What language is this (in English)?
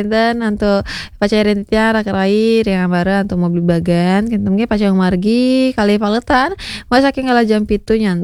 Balinese